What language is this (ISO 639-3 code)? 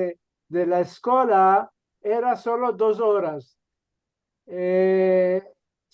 lad